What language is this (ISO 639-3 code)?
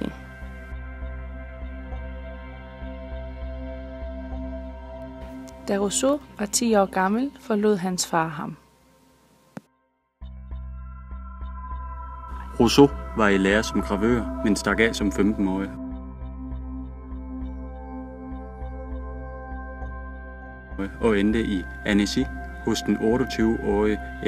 dan